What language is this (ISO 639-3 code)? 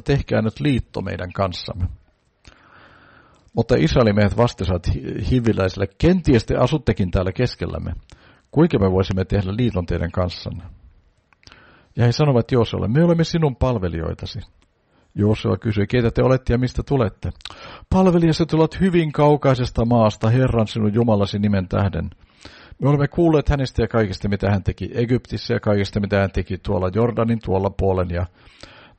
fin